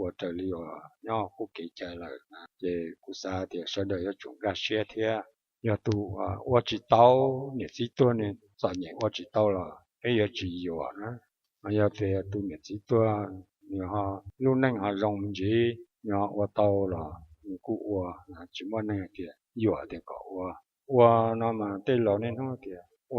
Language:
Hmong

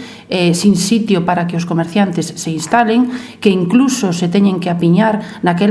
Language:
Galician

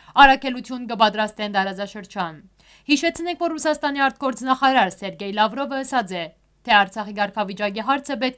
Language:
Western Armenian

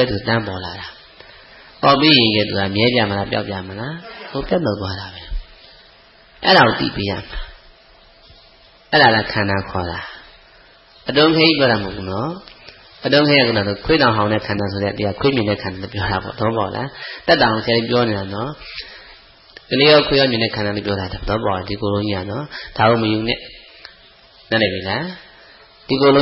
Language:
Burmese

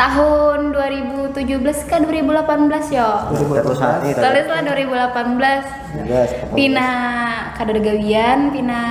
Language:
Banjar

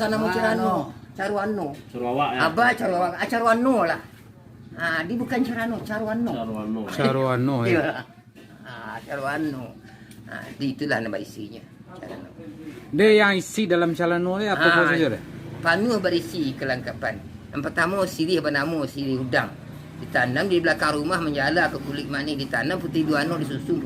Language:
Minangkabau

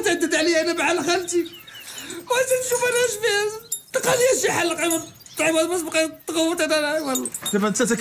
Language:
Moroccan Arabic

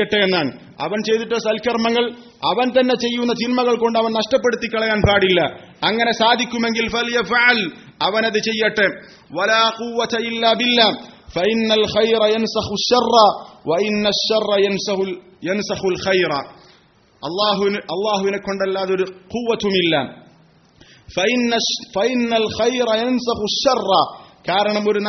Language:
Malayalam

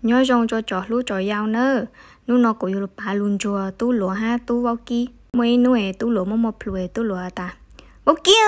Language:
Hmong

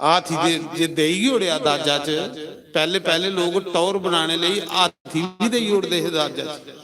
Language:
Dogri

